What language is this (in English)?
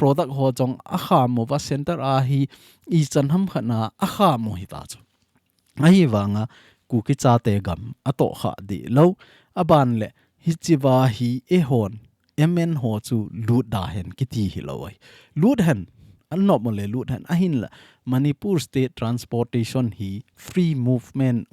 Thado Chin